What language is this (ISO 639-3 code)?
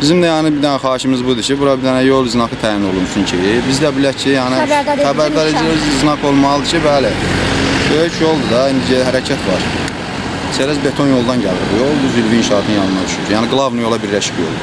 aze